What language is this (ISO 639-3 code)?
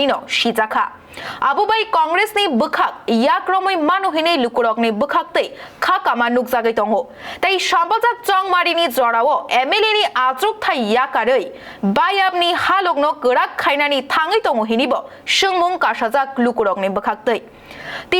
trp